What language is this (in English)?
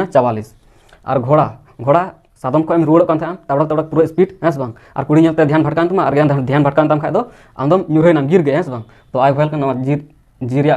Santali